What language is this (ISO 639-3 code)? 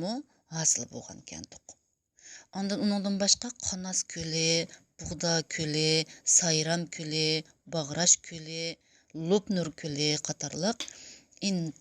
uig